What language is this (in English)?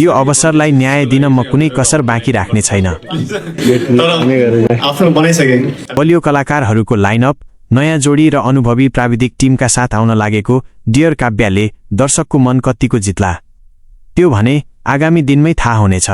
Nepali